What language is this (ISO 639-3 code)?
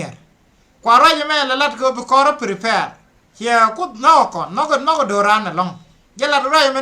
nus